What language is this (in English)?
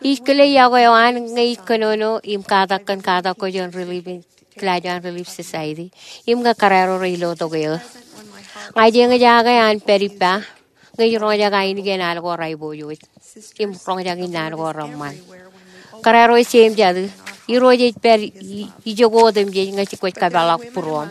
Marshallese